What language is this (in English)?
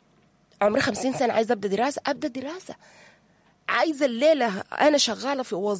Sudanese Arabic